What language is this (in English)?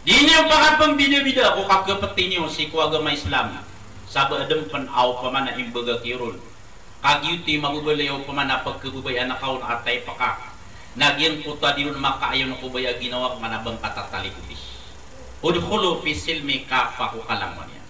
Maranao